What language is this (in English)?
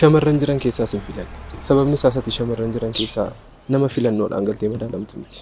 Oromo